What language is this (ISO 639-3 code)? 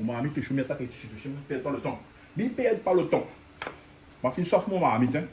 rcf